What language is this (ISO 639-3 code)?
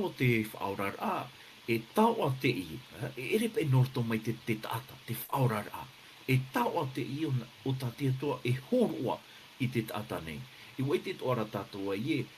tah